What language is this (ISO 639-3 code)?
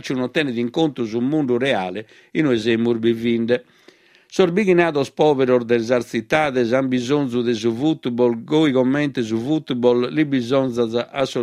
srd